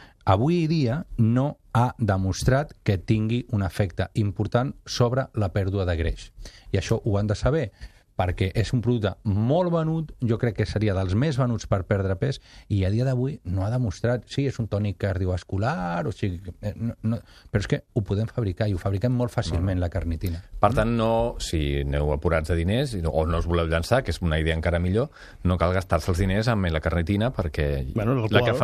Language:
Catalan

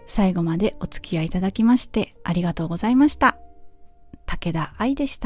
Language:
Japanese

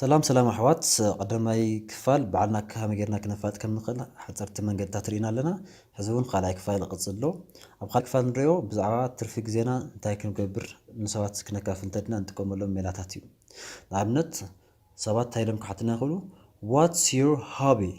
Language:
Tigrinya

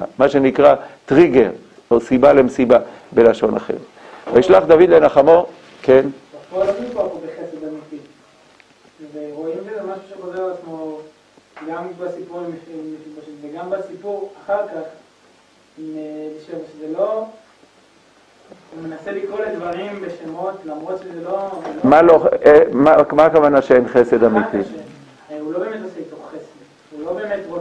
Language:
Hebrew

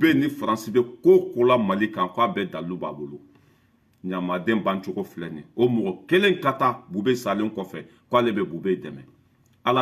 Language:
Bambara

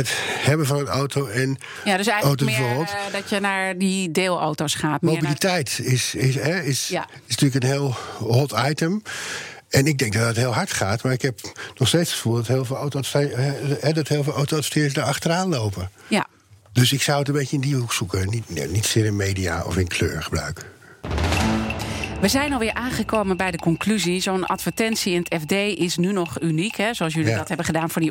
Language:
Dutch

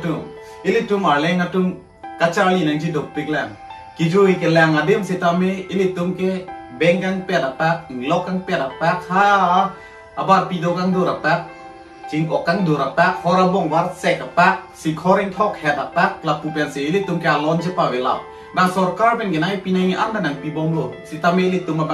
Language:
Karbi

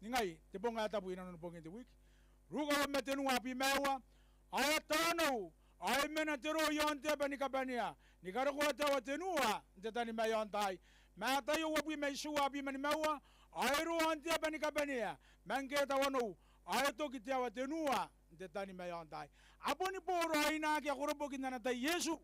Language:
Gilbertese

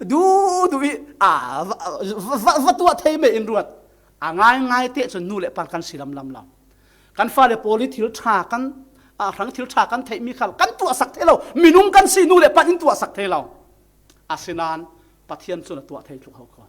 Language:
Falam Chin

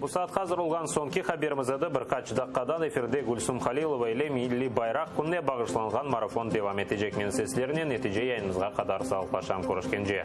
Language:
Crimean Tatar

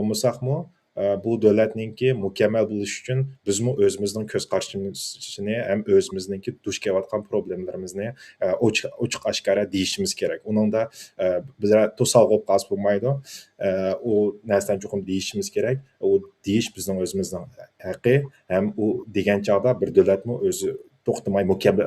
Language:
Uyghur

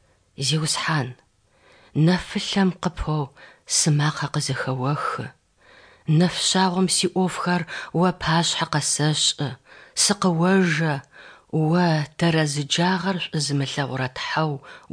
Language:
Kabardian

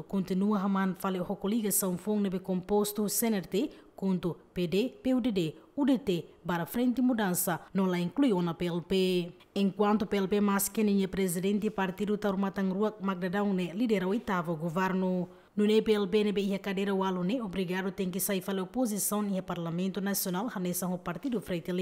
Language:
Tetum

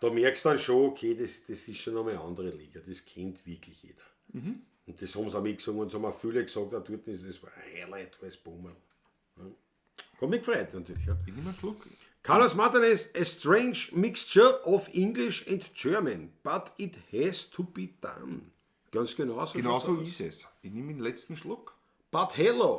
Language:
Bavarian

